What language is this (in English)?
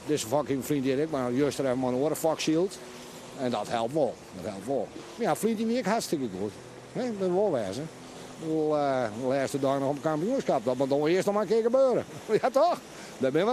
Western Frisian